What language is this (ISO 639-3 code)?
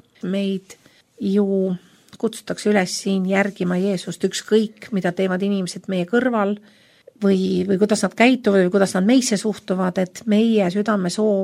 est